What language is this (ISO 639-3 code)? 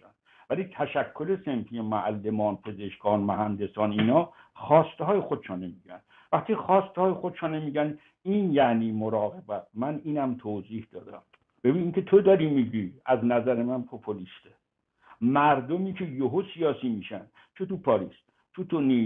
fas